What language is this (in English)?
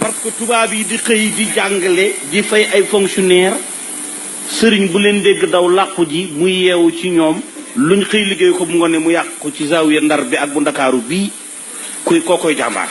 Wolof